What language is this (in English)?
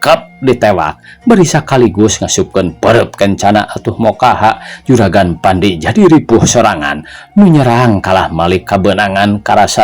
Sundanese